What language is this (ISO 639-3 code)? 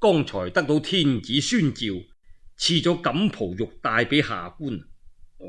yue